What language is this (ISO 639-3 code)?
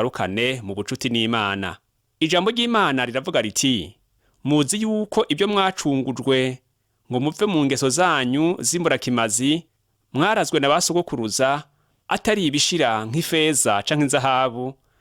run